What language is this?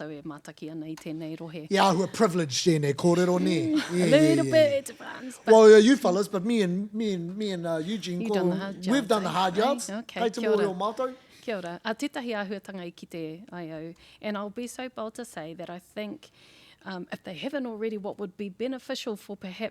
Māori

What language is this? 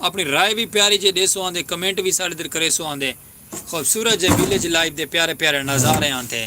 Saraiki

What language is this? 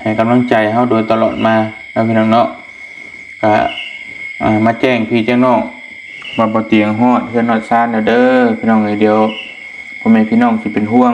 Lao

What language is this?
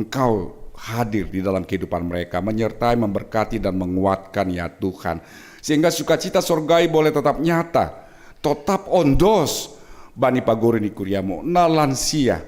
Batak Simalungun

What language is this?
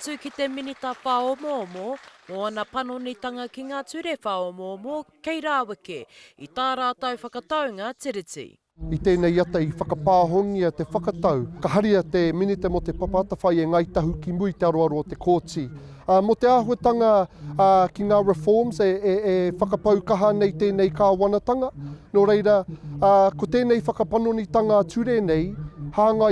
Māori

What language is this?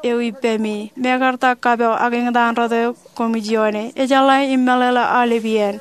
Marshallese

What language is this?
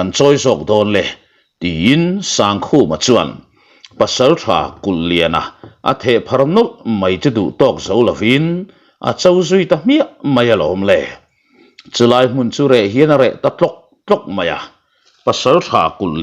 Mizo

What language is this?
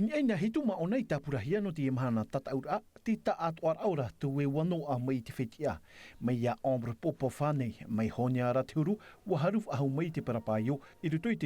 Tahitian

